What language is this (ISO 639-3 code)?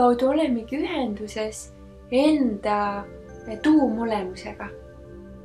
est